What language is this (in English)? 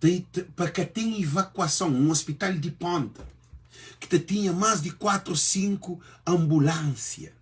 Kabuverdianu